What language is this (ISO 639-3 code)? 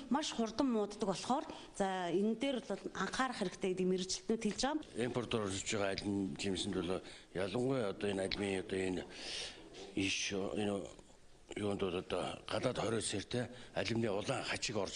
mon